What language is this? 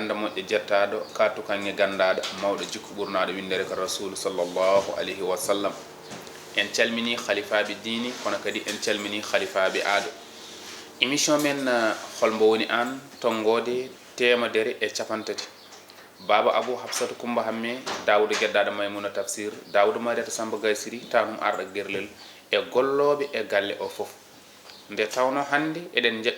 Fula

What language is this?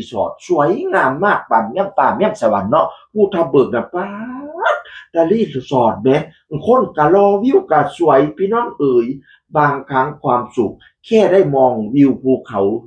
Northeastern Thai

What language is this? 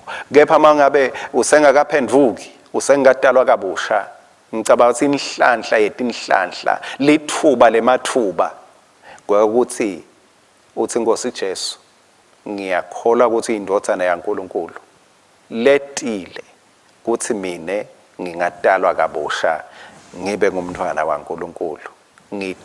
Swati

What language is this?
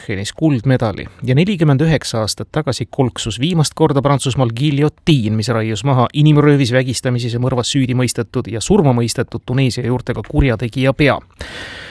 Estonian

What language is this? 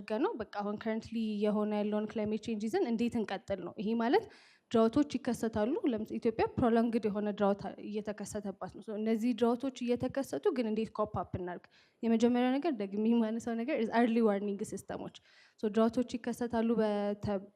Amharic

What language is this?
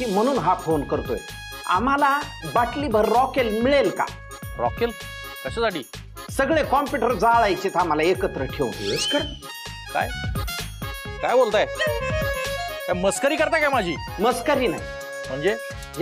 Marathi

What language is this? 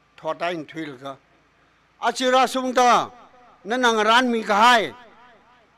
Tangkhul Naga (India)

